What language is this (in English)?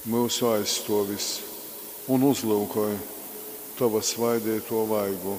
Latgalian